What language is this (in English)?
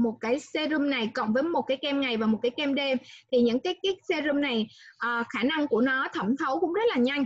Vietnamese